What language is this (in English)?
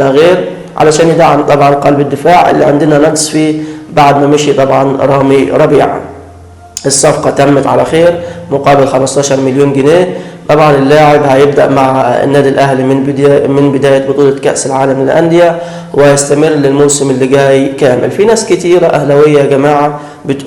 Egyptian Arabic